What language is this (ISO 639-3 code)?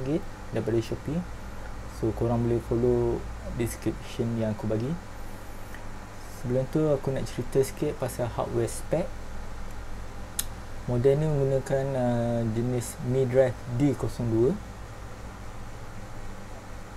msa